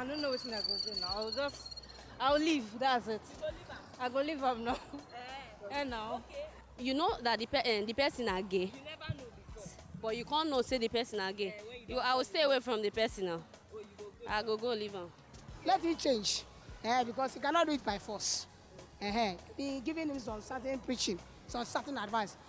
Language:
Nigerian Pidgin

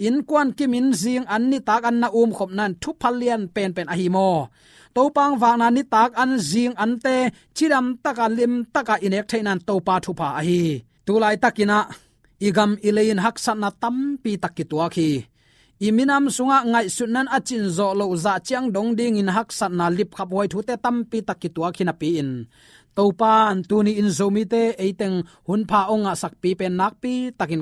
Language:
Tedim Chin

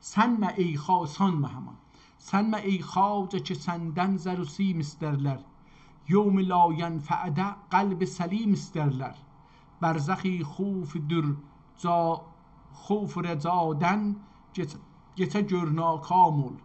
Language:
South Azerbaijani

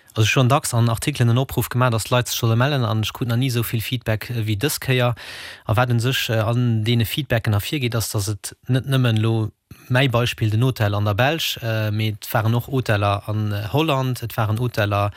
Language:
Luxembourgish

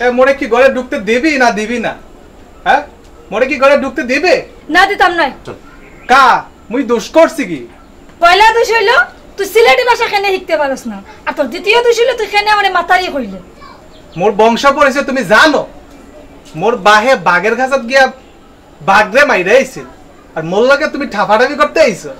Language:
Sylheti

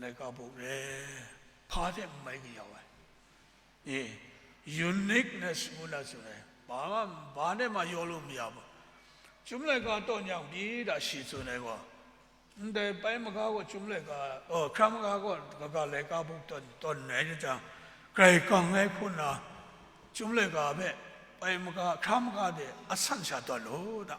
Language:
Kachin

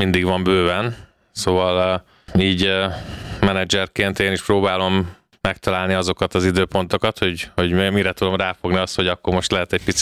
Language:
Hungarian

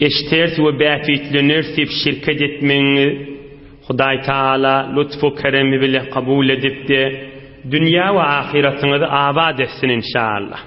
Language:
Turkmen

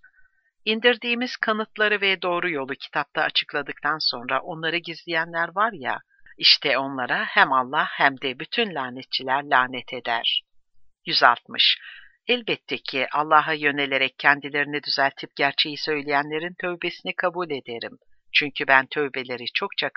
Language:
Turkish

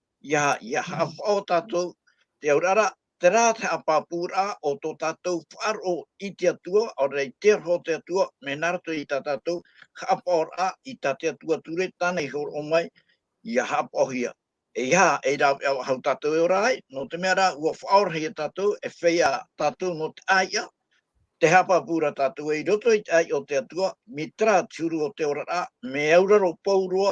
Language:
Tahitian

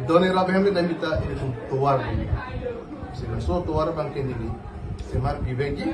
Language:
Karbi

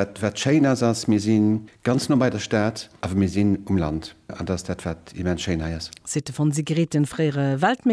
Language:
Luxembourgish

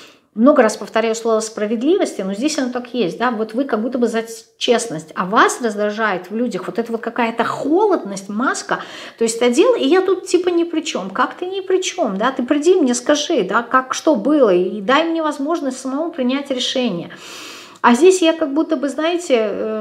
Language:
Russian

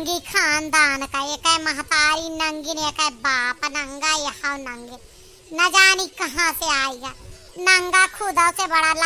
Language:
Awadhi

